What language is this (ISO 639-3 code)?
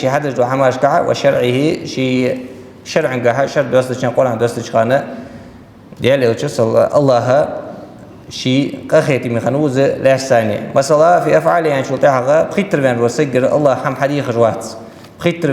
inh